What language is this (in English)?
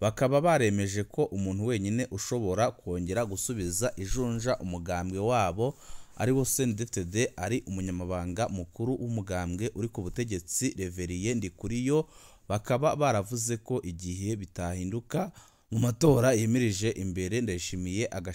Rundi